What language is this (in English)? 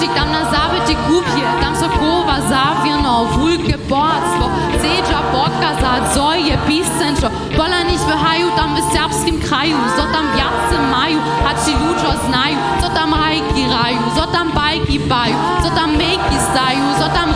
Upper Sorbian